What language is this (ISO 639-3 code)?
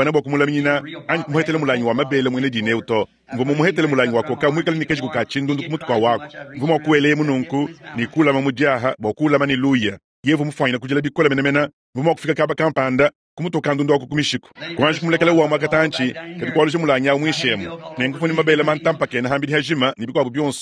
lua